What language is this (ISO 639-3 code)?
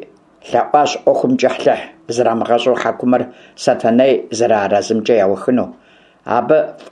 kbd